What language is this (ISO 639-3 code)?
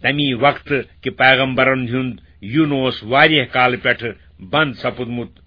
kas